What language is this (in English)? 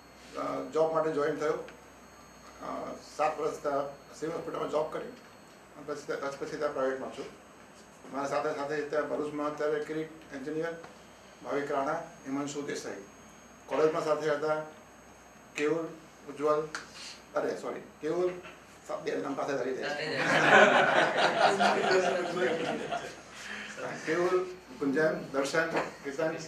Gujarati